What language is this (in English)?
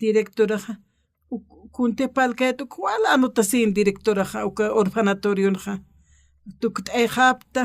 Aymara